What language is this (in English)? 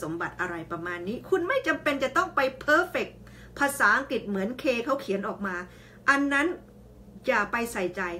Thai